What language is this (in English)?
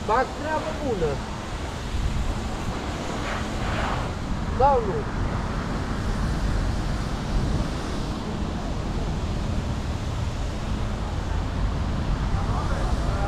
Romanian